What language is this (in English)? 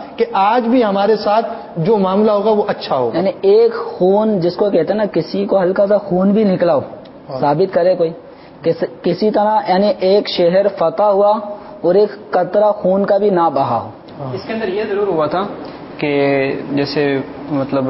Urdu